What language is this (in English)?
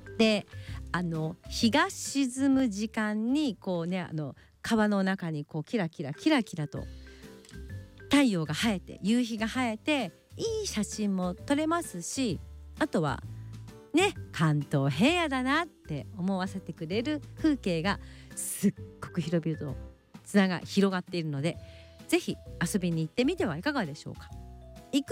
Japanese